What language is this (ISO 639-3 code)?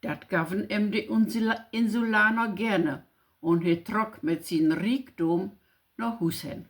nds